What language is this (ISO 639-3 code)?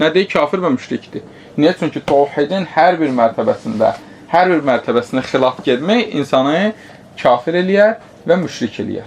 aze